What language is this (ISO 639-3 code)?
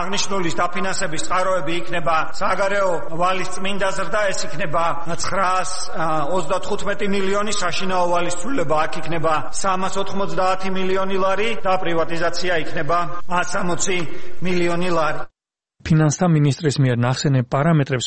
kat